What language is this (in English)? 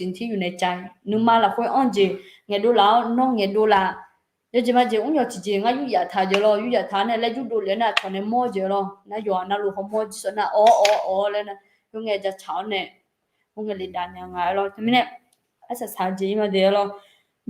Akha